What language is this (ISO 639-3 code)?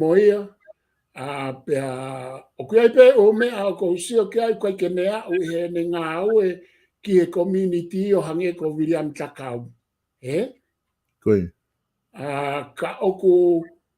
ton